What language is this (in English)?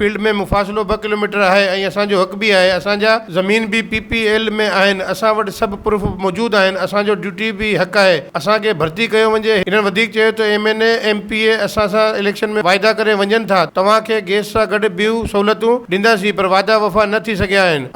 Sindhi